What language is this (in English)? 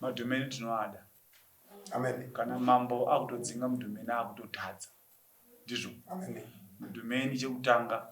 Shona